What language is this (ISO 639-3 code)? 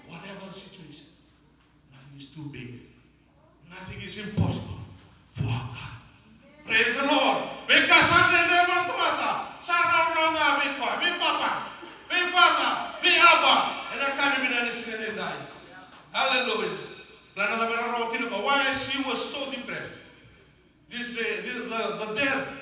fij